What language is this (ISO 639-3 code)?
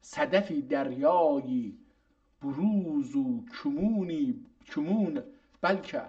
azb